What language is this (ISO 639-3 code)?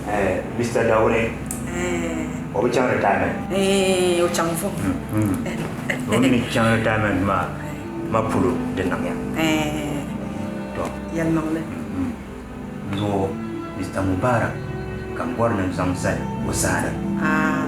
dag